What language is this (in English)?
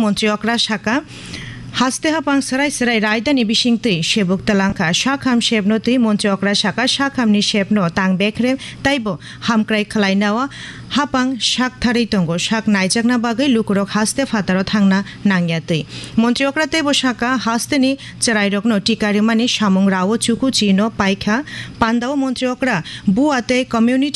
Kok Borok